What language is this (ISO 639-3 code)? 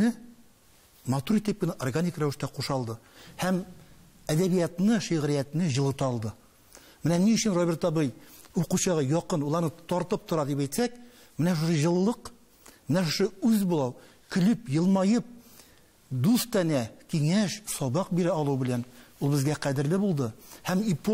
tat